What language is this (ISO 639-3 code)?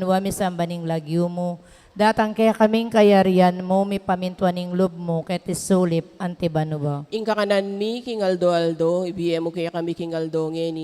pam